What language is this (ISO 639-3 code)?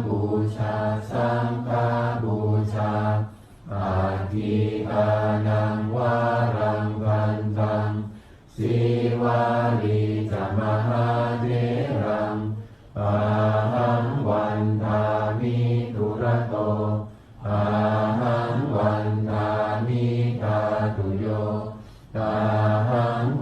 pli